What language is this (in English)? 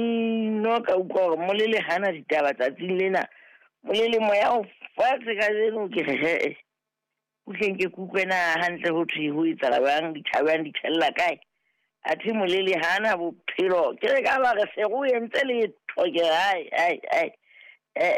Southern Sotho